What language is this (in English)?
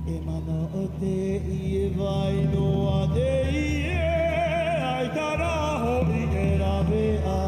Tahitian